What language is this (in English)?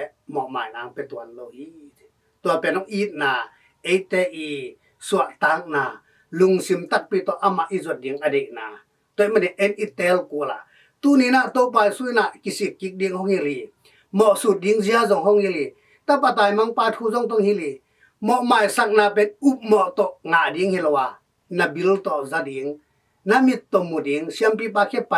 Tedim Chin